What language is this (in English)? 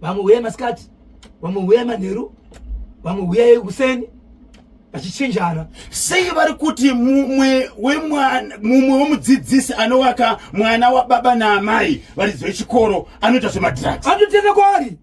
Shona